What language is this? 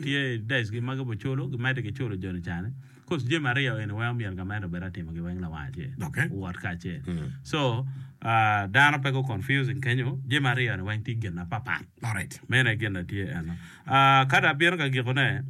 Acoli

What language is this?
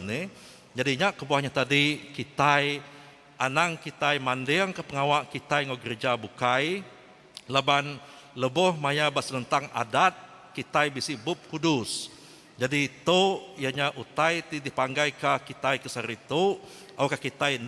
Iban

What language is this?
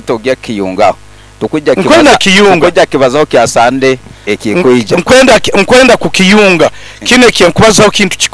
Nyoro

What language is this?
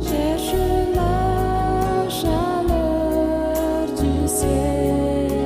Tahitian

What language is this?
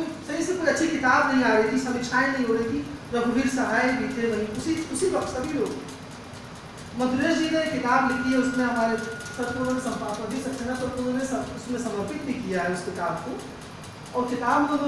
Hindi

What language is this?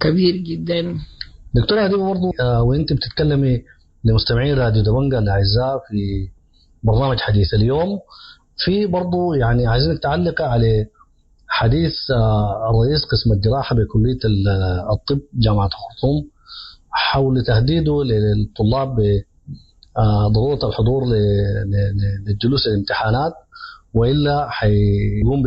Sudanese Arabic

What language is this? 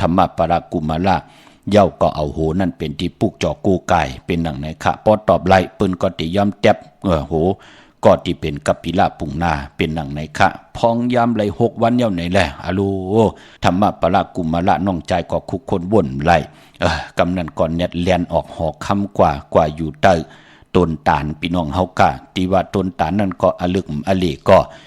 Shan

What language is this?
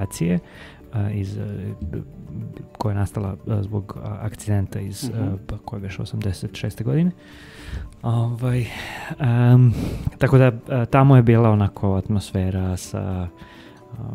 Serbian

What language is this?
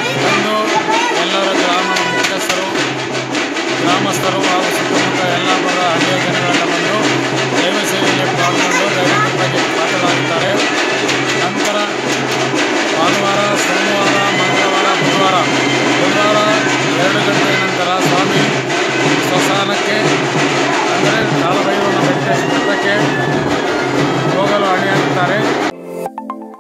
Kannada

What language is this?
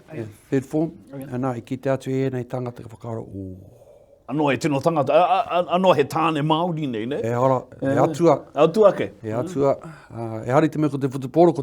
Māori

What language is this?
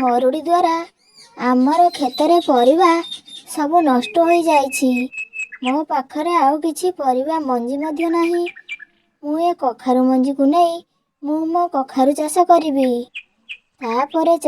Odia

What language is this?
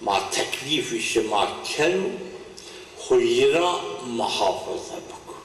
Zaza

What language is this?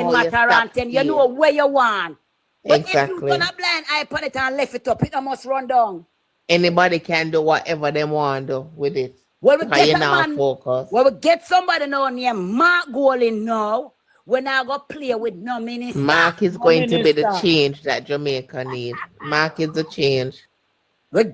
Jamaican Creole English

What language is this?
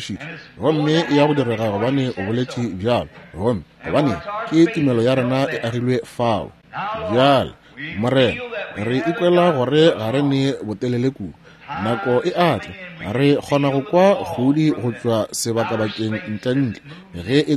Northern Sotho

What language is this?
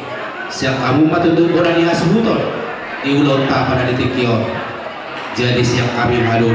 Batak Toba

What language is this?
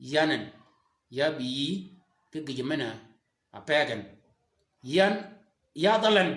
Shilluk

